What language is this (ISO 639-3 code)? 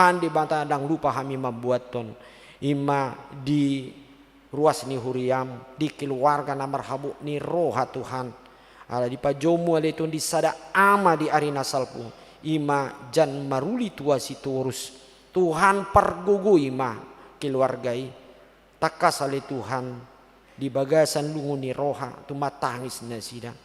bbc